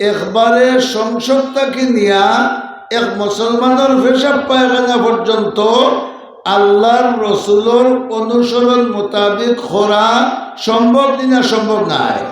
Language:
Sylheti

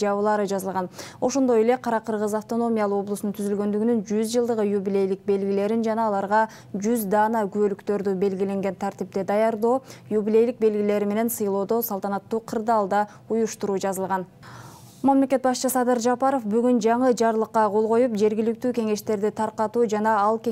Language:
Kyrgyz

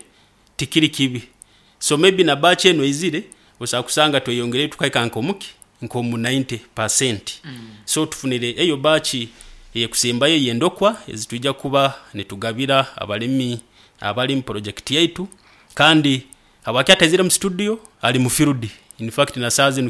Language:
Nyoro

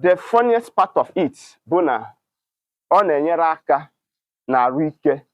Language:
Igbo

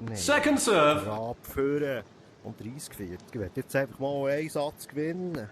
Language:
Swiss German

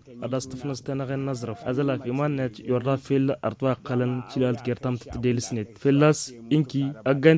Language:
Tamasheq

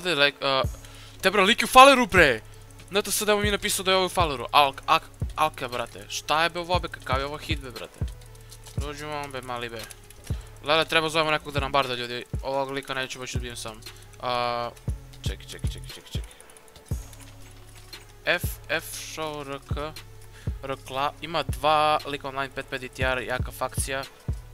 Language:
Serbian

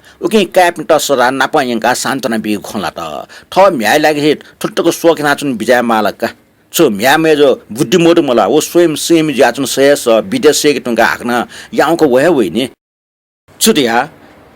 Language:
Newari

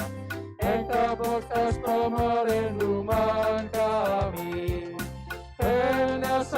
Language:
Batak Karo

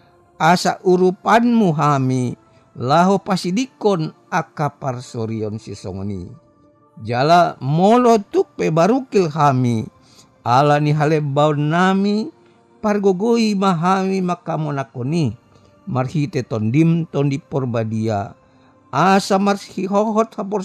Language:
Batak Toba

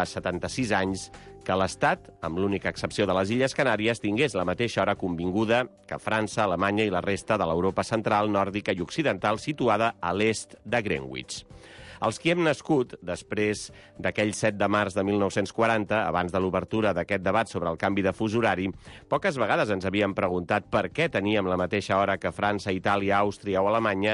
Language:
Catalan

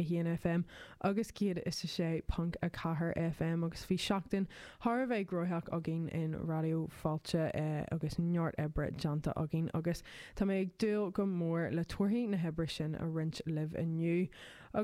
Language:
Irish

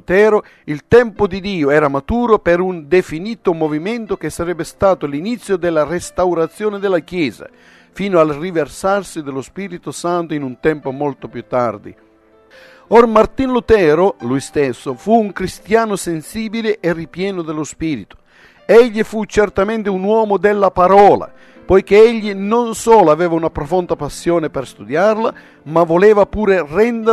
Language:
Italian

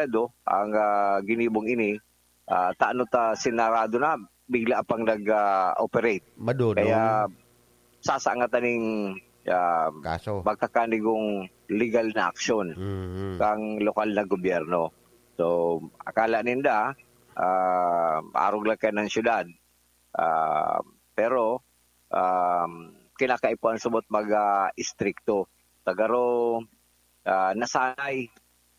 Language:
Bikol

